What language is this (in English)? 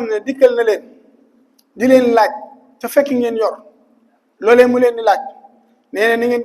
Wolof